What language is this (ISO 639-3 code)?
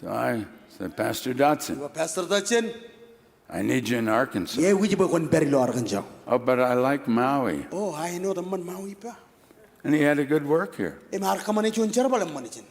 mah